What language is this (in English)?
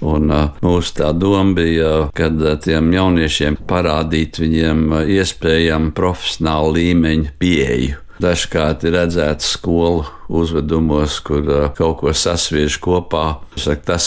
Latvian